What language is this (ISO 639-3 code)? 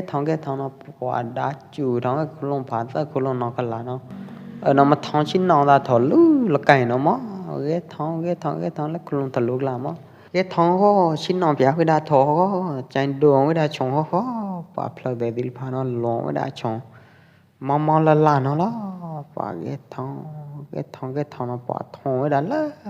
kjp